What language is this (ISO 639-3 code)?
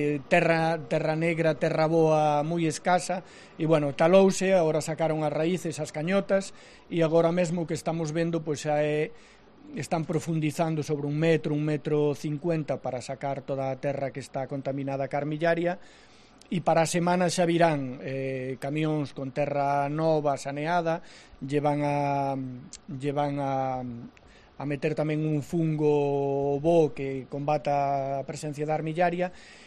glg